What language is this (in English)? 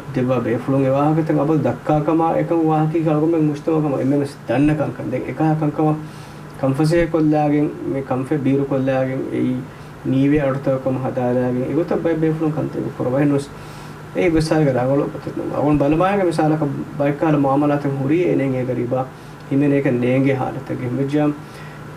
Divehi